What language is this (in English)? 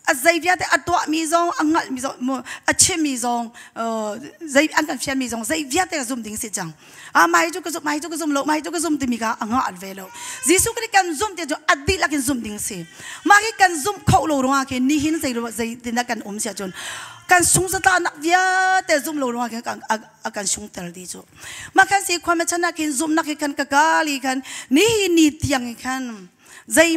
Hakha Chin